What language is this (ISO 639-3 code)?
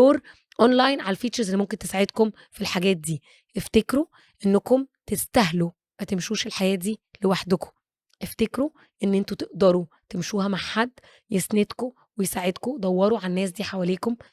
arz